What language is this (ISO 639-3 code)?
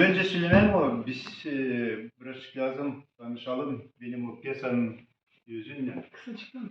gag